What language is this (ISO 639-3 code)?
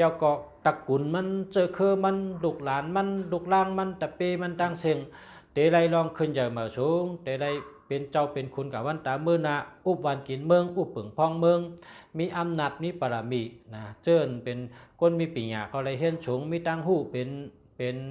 shn